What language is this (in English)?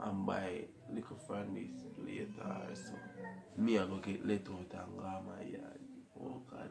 Jamaican Creole English